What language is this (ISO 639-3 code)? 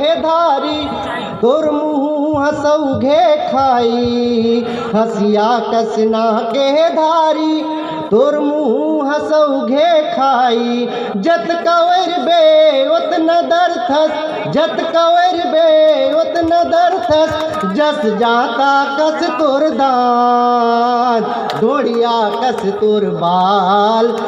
hne